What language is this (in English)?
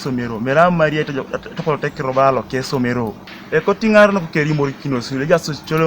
Teso